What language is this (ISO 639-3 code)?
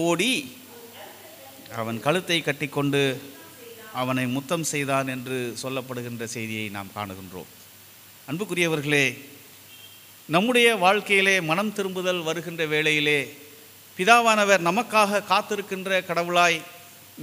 tam